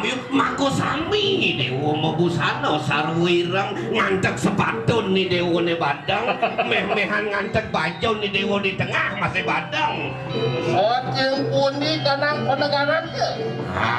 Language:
Balinese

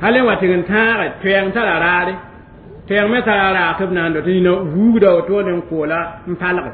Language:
Mossi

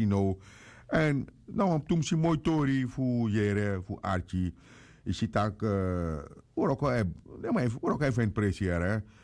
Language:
Sranan Tongo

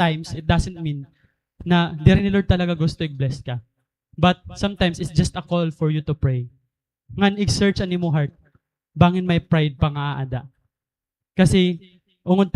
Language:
Waray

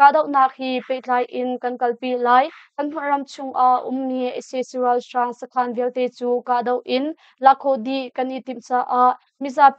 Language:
Hakha Chin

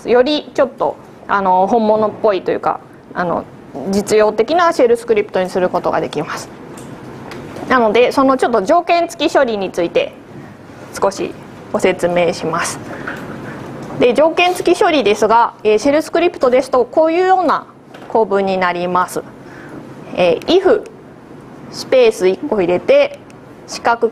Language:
Japanese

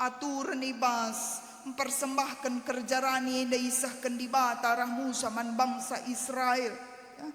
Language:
Batak Karo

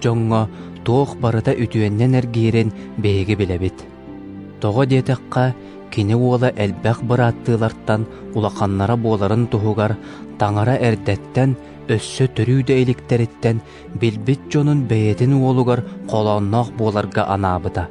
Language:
Yakut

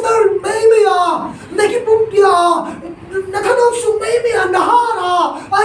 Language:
Tedim Chin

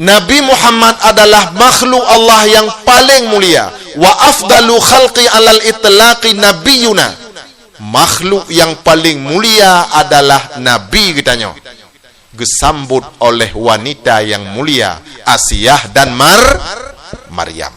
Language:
Achinese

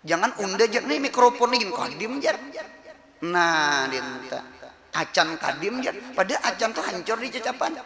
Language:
Banjar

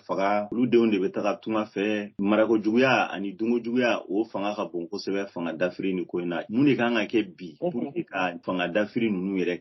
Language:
Bambara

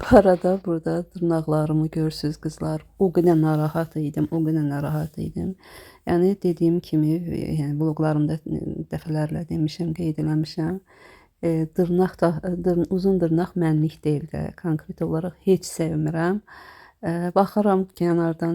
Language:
Azerbaijani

